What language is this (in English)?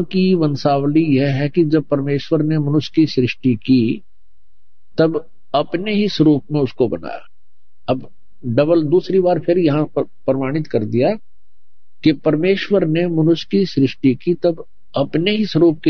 Hindi